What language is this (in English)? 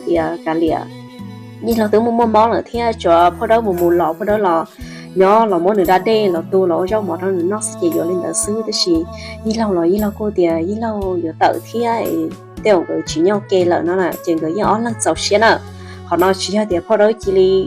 Hmong